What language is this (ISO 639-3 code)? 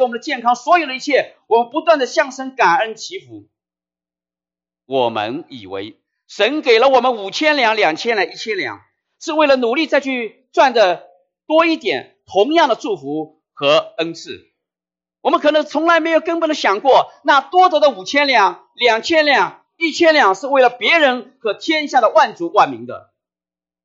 zho